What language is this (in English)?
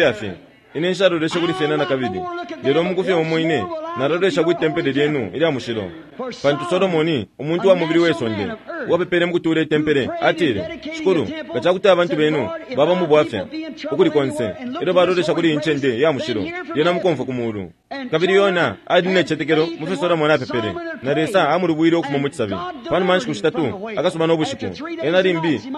Bemba